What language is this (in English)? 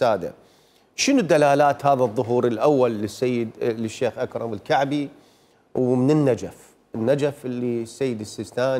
Mesopotamian Arabic